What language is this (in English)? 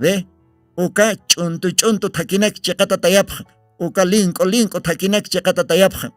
Aymara